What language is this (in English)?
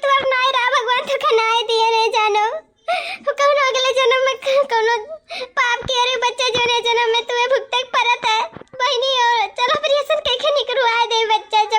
Awadhi